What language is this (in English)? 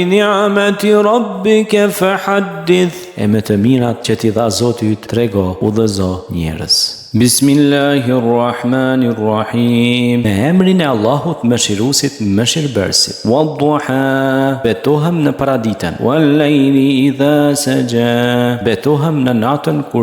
Albanian